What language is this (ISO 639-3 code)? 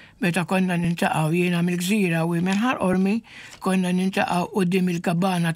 mlt